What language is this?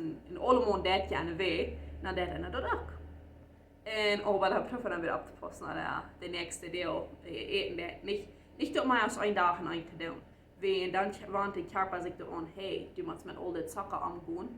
Plautdietsch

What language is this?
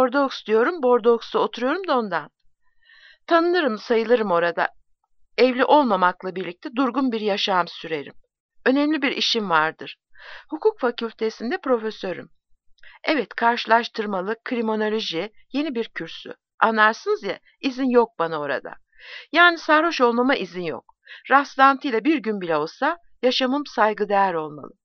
Turkish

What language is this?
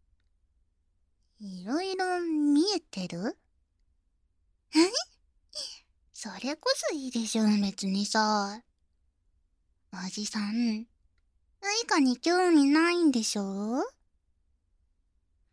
Japanese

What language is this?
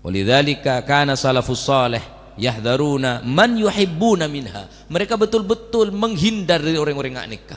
Madurese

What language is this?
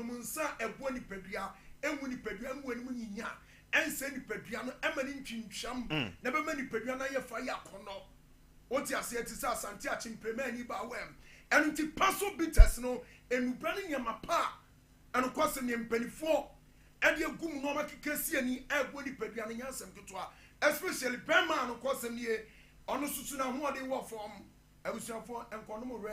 Akan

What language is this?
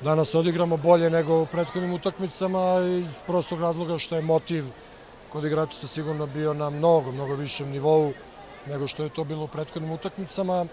Serbian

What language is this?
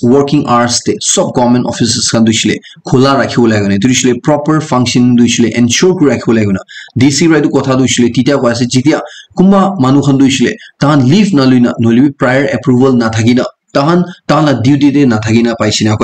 Naga Pidgin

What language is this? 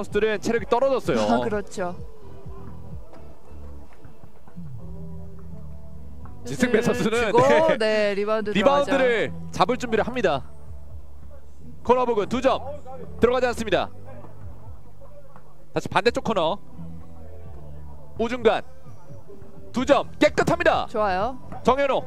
Korean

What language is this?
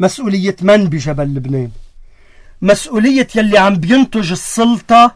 North Levantine Arabic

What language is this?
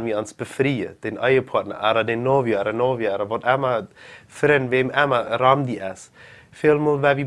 Plautdietsch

